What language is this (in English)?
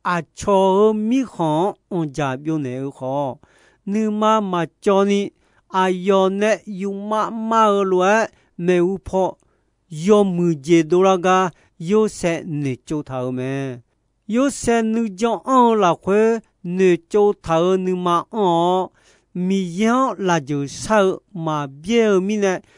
Akha